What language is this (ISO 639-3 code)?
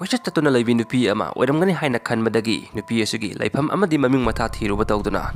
mni